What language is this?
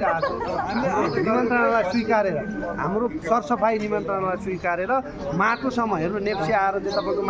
Nepali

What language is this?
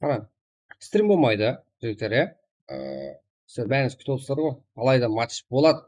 Kara-Kalpak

